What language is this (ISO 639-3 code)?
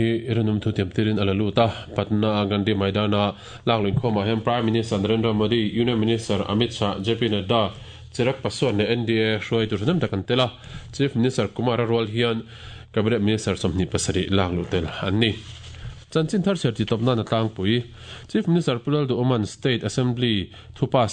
lus